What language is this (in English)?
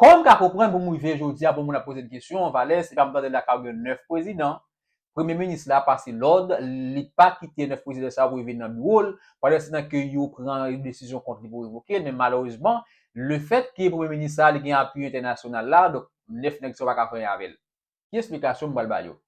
Haitian Creole